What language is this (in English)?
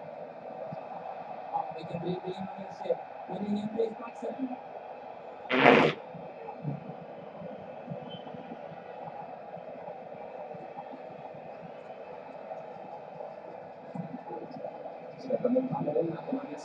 Swedish